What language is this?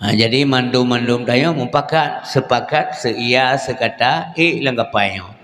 Achinese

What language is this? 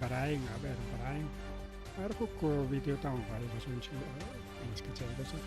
Ayacucho Quechua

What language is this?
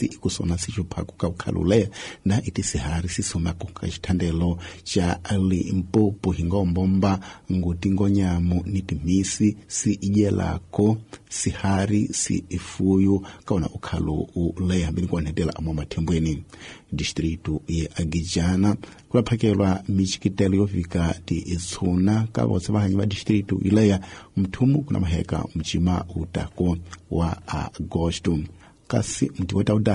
Tsonga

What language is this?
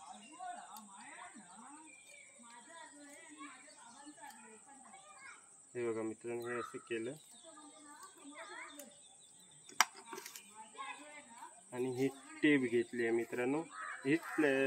Marathi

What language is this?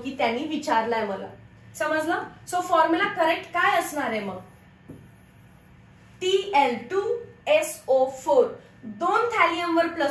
Marathi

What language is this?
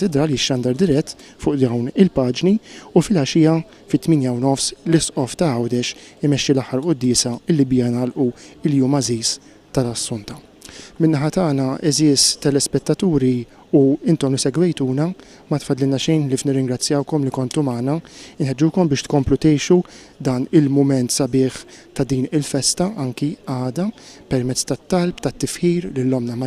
Maltese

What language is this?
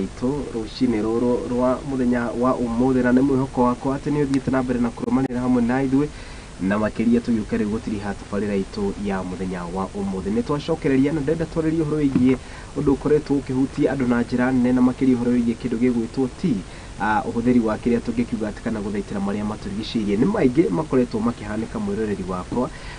Kikuyu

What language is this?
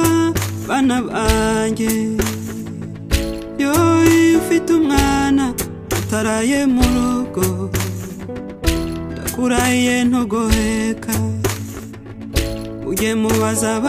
Kinyarwanda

